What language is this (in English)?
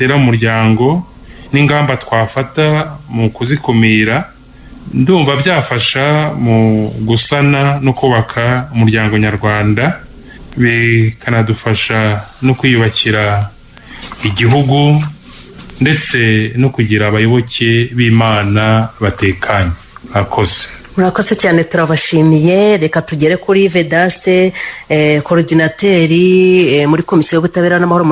Kinyarwanda